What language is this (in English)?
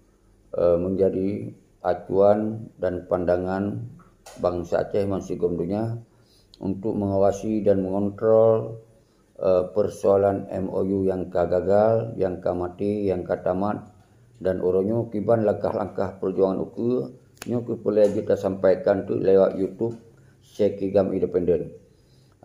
Achinese